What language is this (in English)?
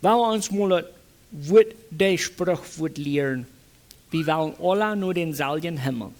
Plautdietsch